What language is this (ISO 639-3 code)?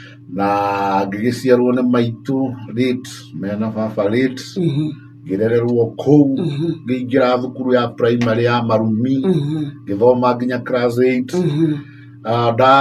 kik